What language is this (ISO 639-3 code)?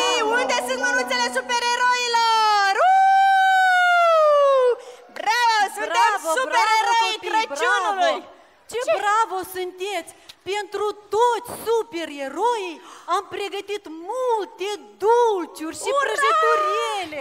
ron